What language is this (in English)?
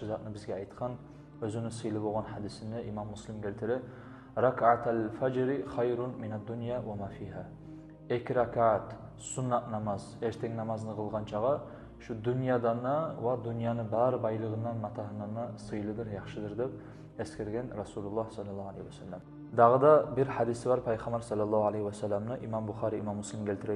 Kumyk